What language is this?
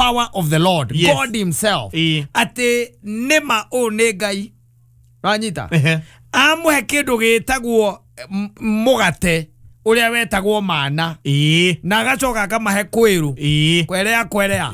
Kikuyu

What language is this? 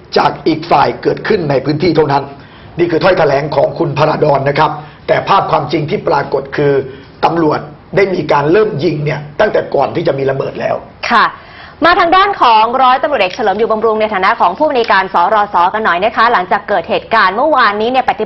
Thai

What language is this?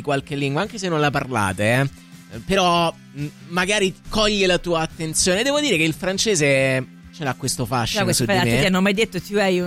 Italian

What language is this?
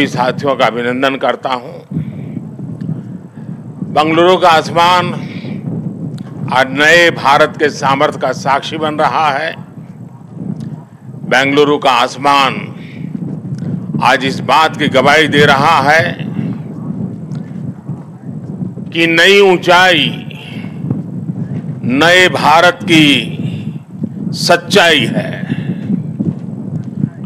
Hindi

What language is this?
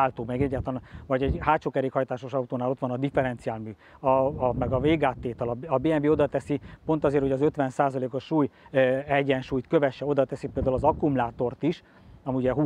Hungarian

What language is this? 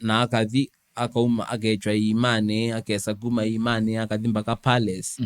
Kamba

